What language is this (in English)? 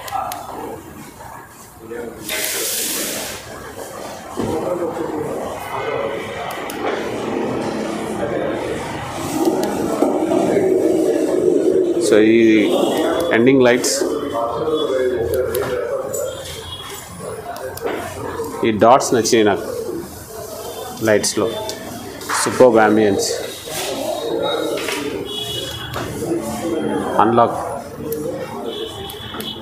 Telugu